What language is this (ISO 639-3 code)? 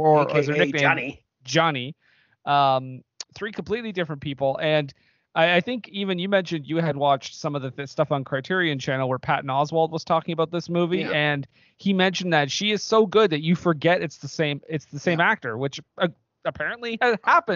eng